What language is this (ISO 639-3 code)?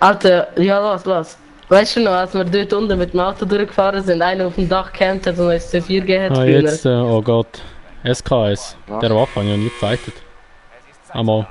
gsw